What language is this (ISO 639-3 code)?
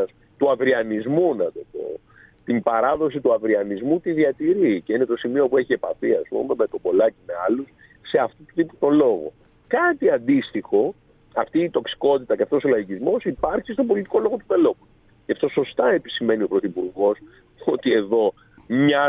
ell